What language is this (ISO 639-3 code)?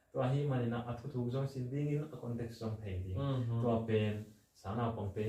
ctd